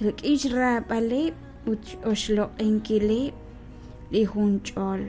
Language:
Kekchí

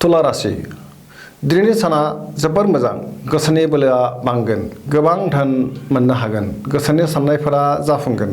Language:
Bodo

